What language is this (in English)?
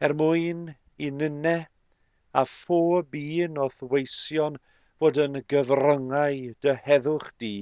Welsh